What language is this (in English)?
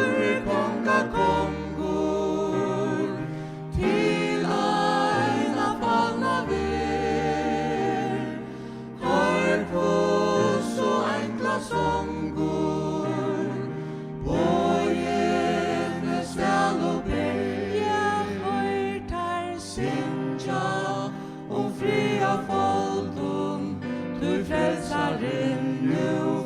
Faroese